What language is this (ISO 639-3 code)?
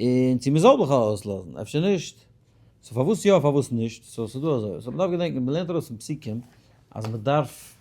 yid